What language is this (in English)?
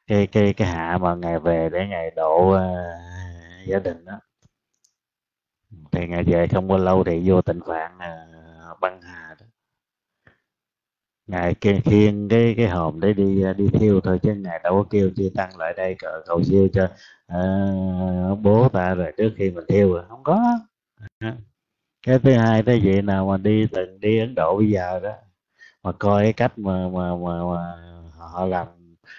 Vietnamese